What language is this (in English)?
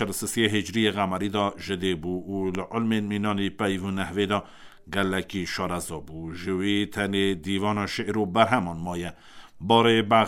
Kurdish